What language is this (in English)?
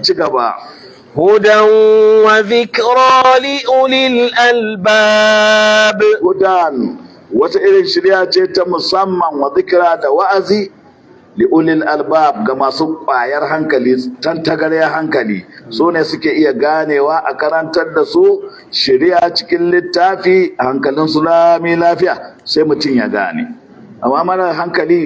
Hausa